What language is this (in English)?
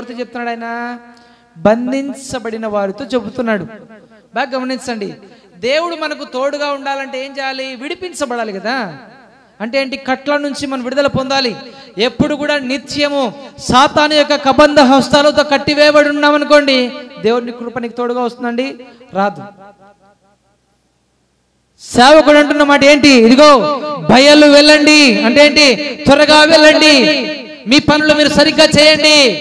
Telugu